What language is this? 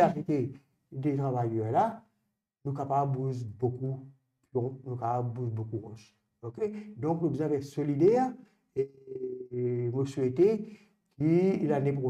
Morisyen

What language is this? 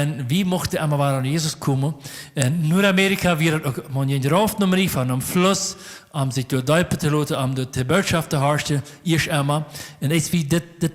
Plautdietsch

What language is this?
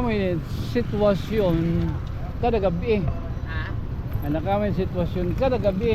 Waray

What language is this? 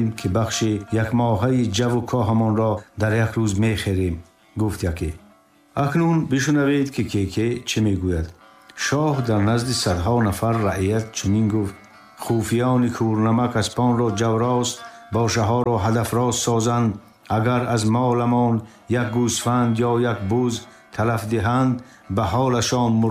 Tajik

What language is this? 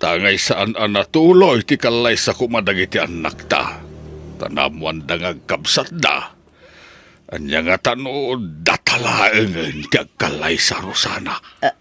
Iloko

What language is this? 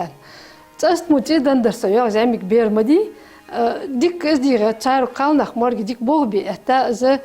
Ingush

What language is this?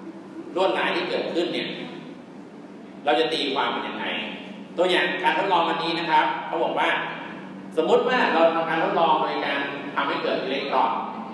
Thai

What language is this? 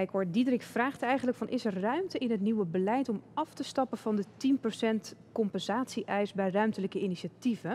Dutch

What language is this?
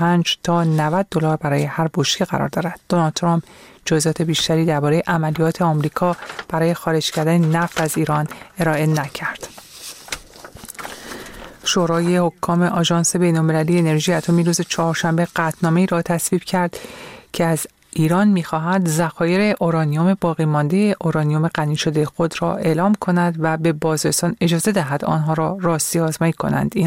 Persian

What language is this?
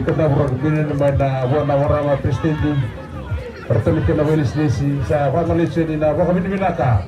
Fijian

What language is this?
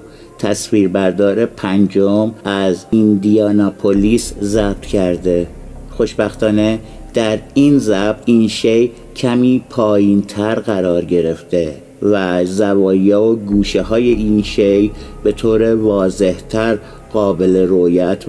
Persian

